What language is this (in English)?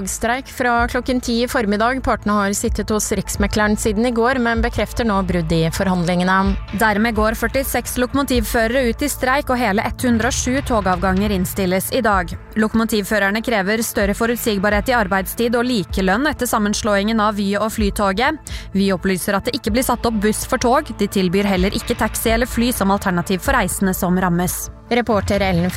Norwegian